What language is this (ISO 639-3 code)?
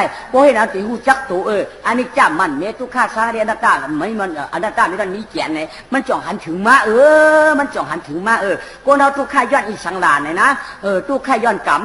shn